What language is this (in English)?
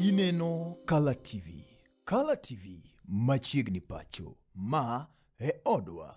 Luo (Kenya and Tanzania)